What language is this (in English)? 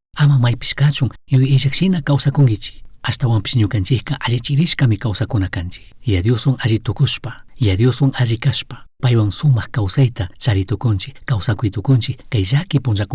Chimborazo Highland Quichua